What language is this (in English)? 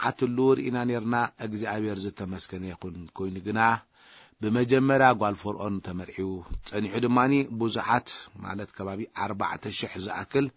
Tigrinya